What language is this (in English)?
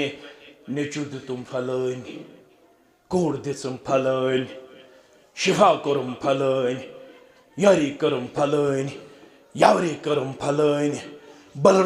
Kashmiri